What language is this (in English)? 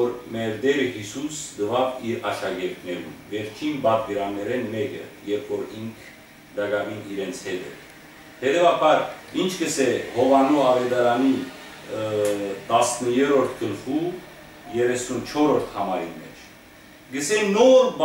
Western Armenian